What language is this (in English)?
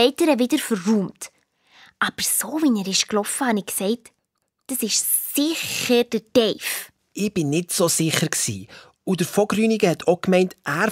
Swiss German